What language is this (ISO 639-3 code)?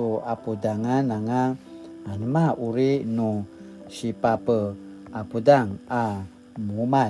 pwn